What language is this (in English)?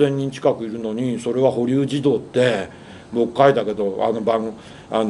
Japanese